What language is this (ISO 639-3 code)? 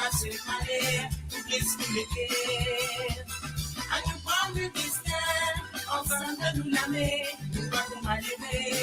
mfe